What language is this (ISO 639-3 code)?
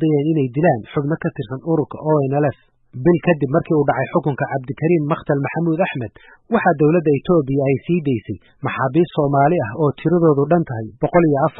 som